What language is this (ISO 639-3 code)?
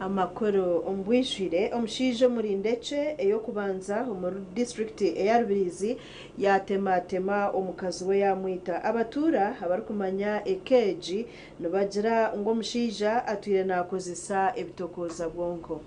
nyn